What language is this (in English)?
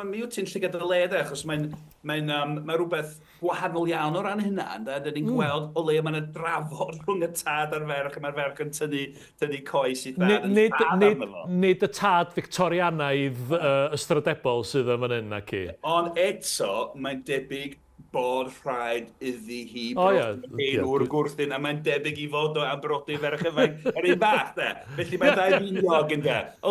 Welsh